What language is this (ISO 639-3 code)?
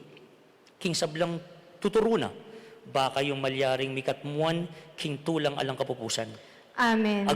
pam